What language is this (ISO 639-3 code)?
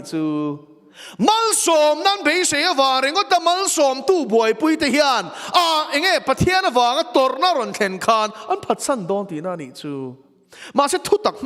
lus